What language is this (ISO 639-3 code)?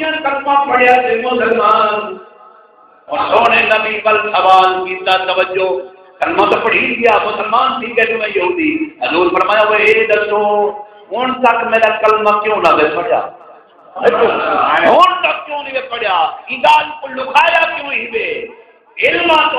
skr